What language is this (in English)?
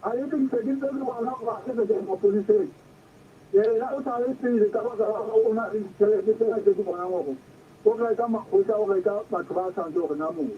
Southern Sotho